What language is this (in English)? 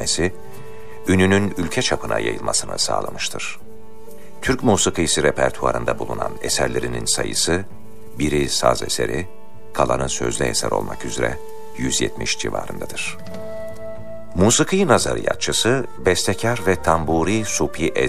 Turkish